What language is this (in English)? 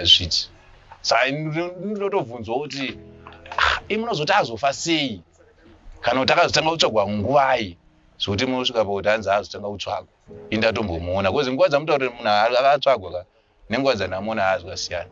Shona